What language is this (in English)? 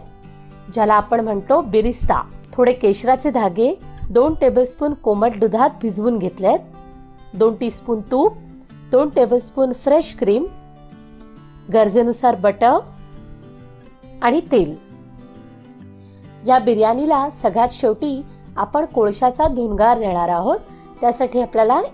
Marathi